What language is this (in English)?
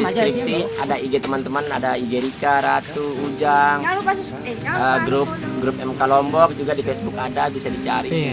Sasak